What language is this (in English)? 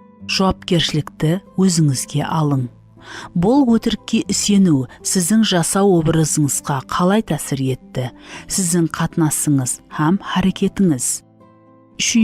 Kara-Kalpak